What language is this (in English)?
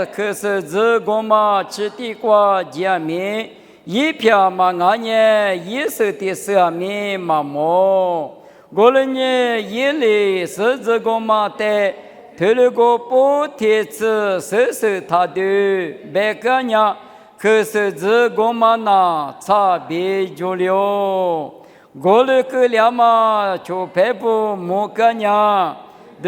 Lisu